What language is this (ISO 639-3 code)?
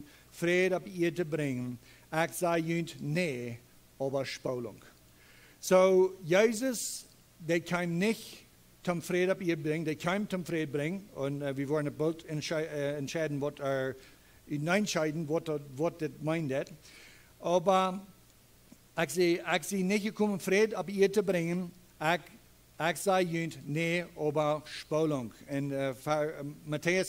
pdt